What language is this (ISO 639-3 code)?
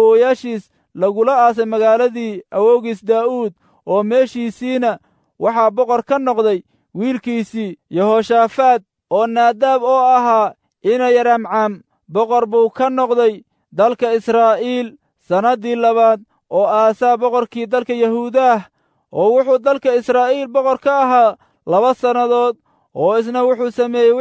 som